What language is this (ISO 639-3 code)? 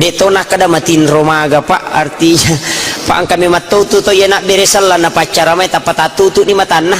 bug